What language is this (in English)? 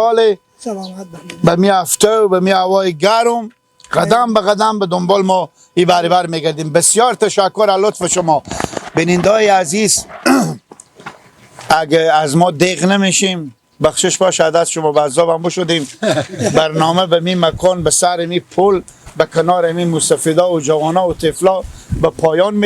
Persian